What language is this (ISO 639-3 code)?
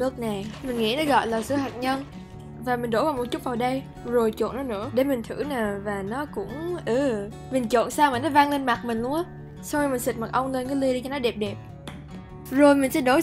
vie